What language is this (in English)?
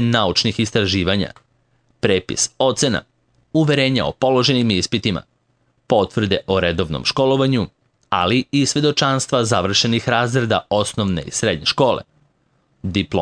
Serbian